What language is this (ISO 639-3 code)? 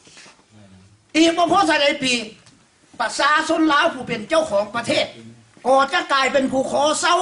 lao